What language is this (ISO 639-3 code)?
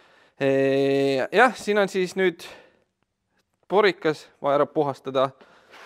est